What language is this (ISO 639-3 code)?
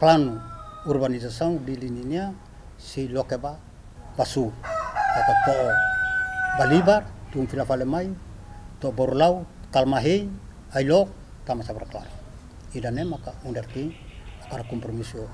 tet